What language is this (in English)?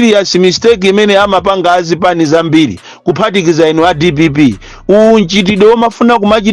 Nyanja